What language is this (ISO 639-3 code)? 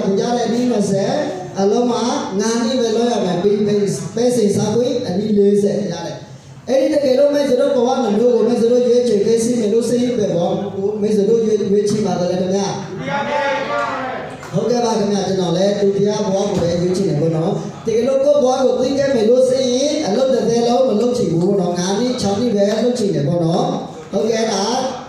mya